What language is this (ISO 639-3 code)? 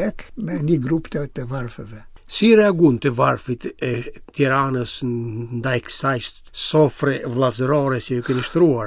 sqi